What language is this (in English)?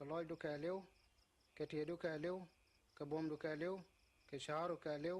Nuer